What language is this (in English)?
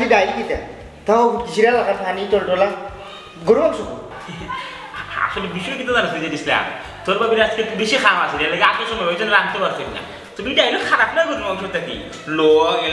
Sylheti